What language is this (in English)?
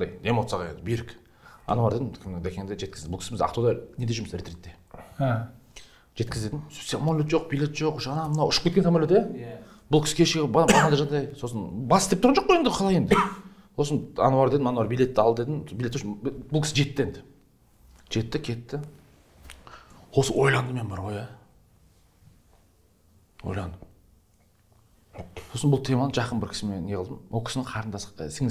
Kazakh